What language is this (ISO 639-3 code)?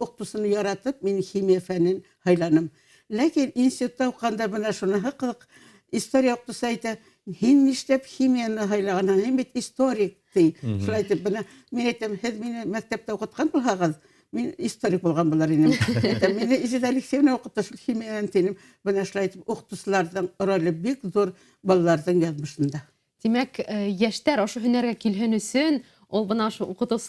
bak